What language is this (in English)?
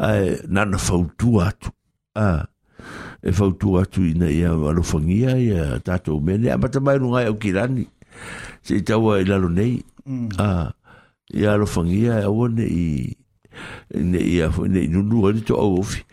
Samoan